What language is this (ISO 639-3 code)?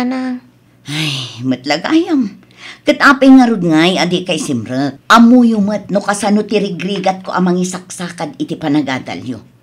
ilo